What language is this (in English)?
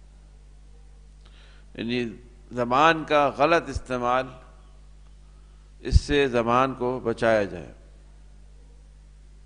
Urdu